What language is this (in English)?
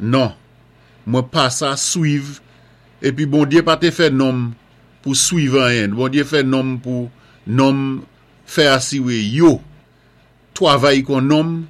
Saint Lucian Creole French